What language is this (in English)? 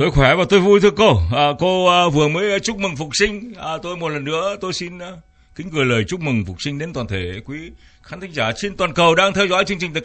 Vietnamese